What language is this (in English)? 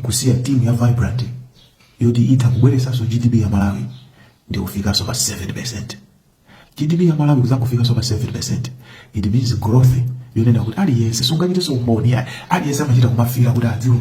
Nyanja